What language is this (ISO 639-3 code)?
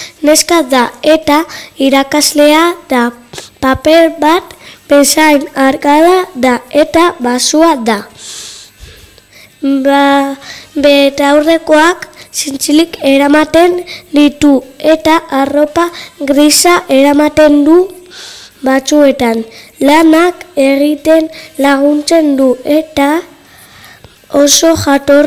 eus